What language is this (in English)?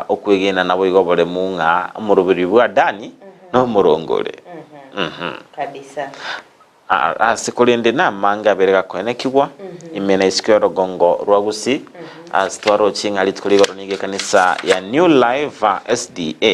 Gusii